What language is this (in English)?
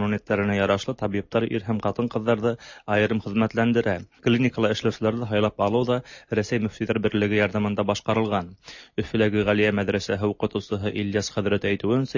Tatar